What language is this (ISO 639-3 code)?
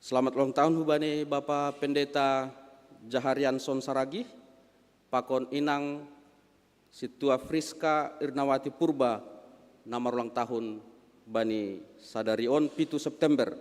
bts